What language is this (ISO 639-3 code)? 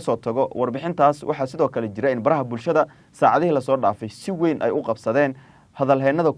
som